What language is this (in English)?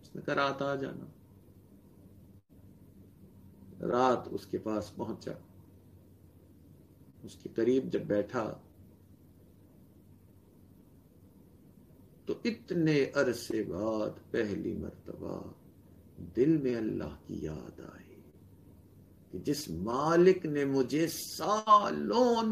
Urdu